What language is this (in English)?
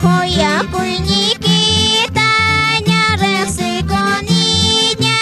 Quechua